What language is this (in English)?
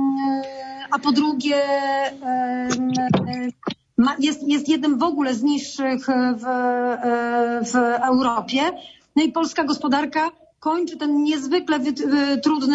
Polish